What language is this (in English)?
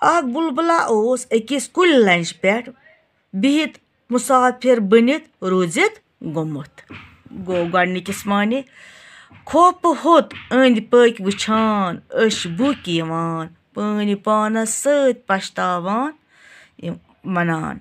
Kashmiri